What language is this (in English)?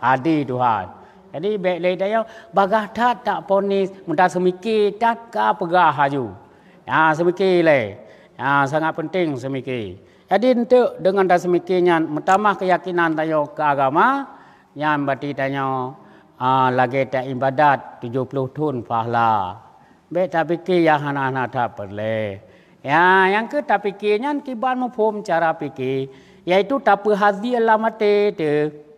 Achinese